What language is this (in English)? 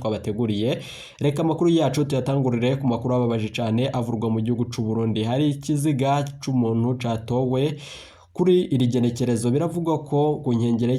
Rundi